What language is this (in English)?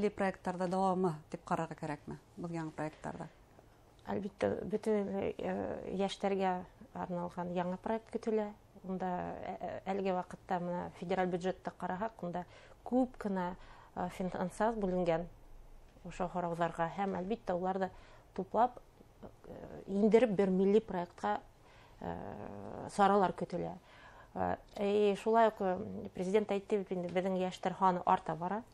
Bashkir